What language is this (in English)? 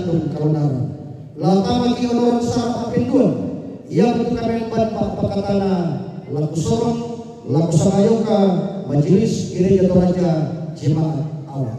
Toraja-Sa'dan